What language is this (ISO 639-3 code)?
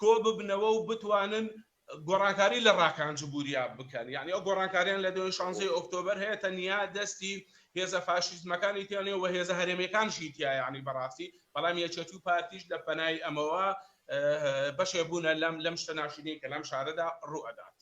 ckb